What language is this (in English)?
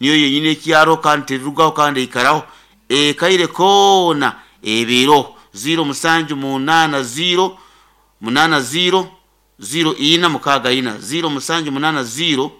Nyankole